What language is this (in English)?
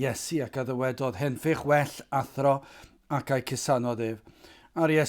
Welsh